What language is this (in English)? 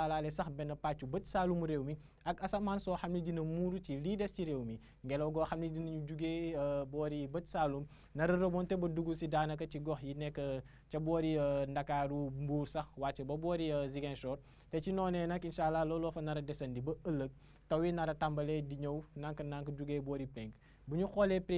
Wolof